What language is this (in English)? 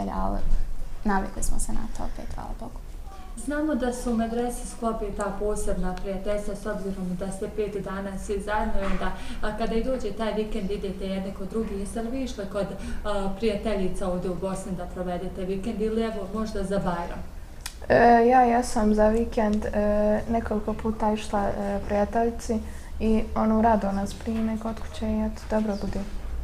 Bosnian